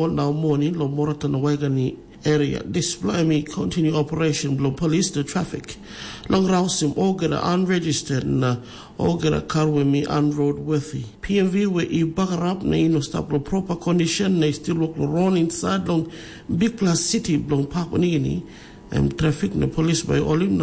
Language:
Tok Pisin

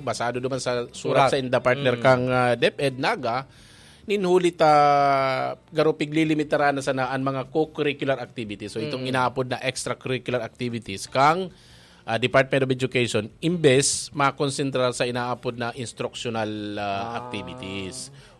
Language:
Bikol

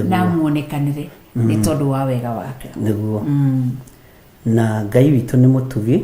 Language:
Kikuyu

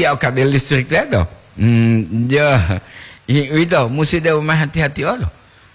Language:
Gorontalo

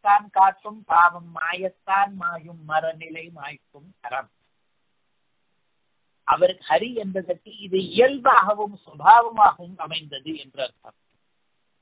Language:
Tamil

